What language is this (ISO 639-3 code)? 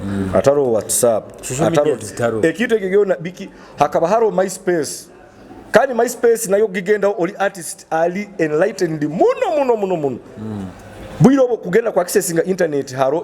nyo